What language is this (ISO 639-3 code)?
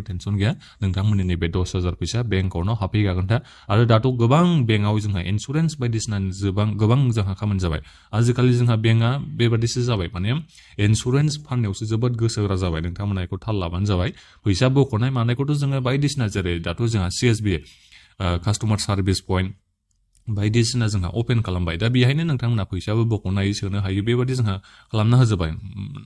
brx